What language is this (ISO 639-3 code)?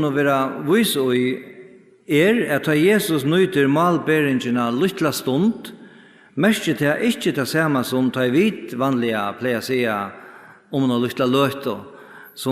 fao